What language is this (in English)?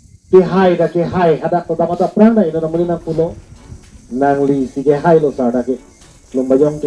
Karbi